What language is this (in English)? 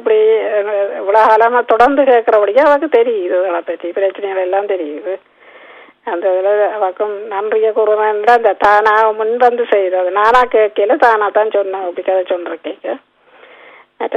Tamil